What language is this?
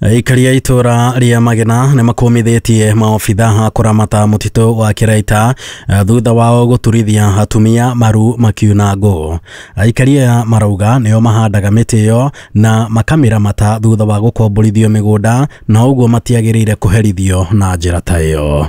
Kikuyu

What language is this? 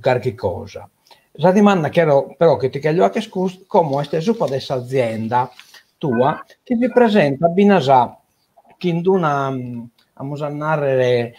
Sardinian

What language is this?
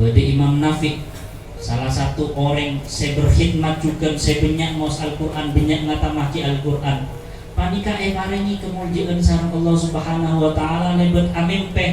Madurese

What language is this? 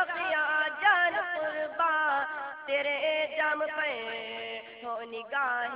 Urdu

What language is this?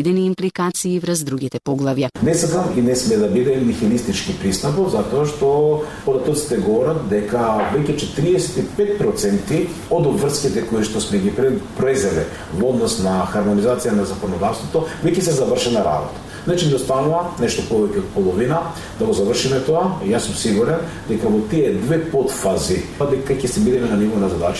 Macedonian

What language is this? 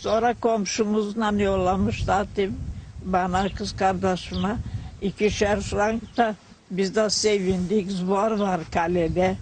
Gagauz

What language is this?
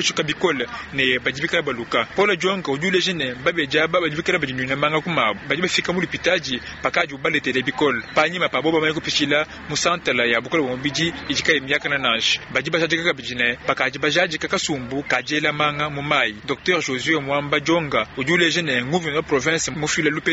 Luba-Lulua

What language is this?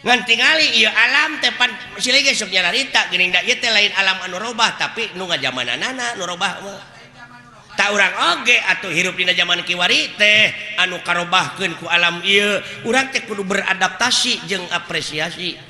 Sundanese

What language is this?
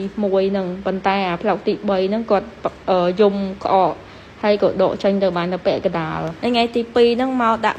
Khmer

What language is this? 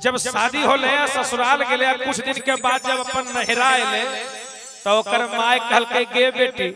Magahi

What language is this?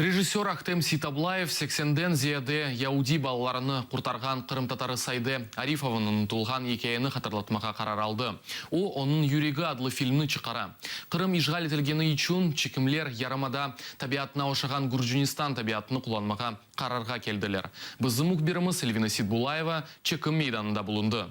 Crimean Tatar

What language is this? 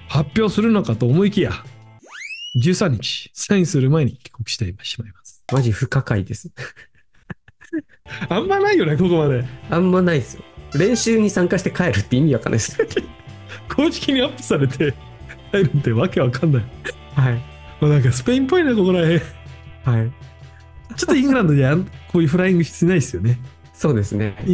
Japanese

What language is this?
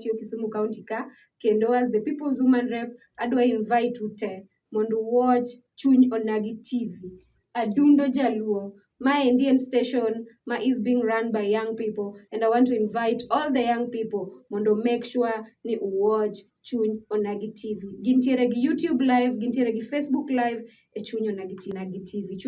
Luo (Kenya and Tanzania)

